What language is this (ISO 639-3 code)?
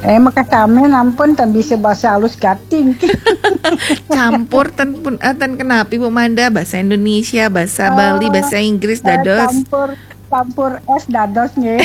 ban